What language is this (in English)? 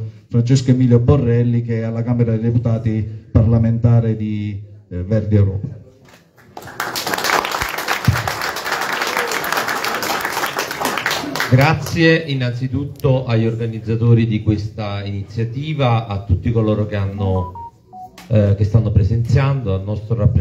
Italian